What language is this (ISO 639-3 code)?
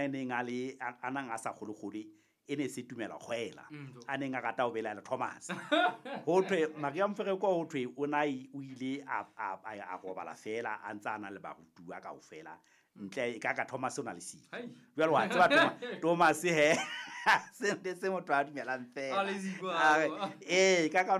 sot